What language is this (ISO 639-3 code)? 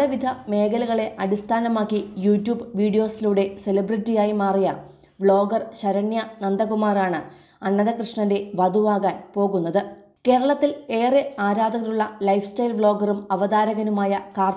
mal